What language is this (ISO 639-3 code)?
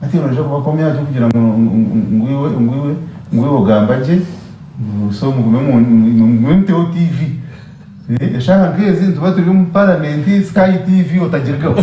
nyn